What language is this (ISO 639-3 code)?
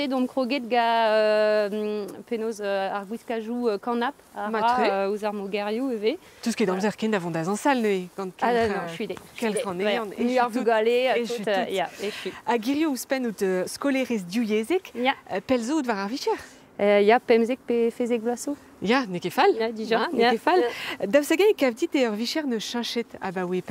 bre